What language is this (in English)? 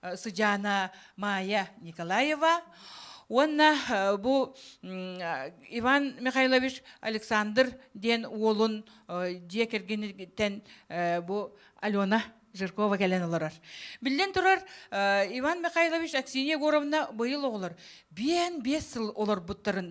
Yakut